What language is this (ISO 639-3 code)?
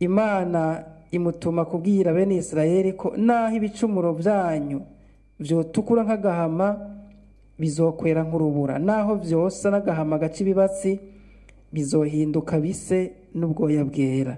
run